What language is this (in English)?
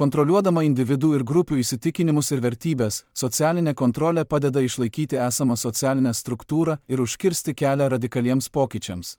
Lithuanian